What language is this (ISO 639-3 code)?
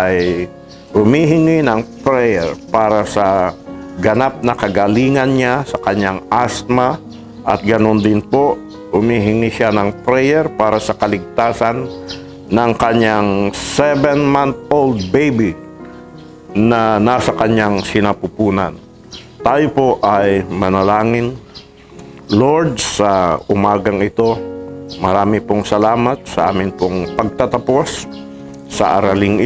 fil